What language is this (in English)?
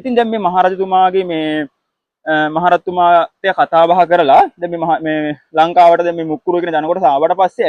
Sinhala